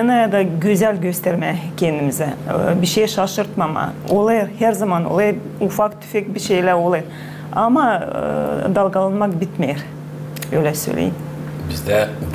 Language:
Gagauz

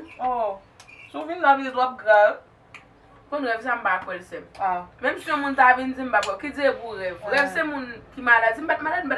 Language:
Haitian Creole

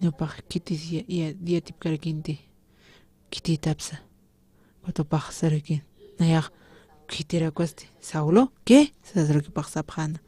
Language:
Aymara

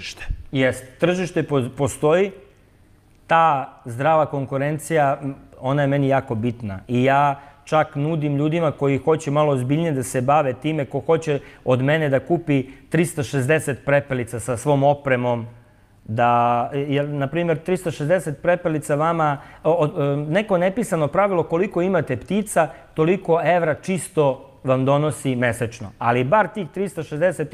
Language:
Serbian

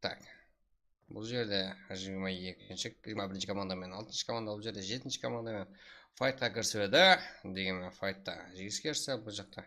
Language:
Kara-Kalpak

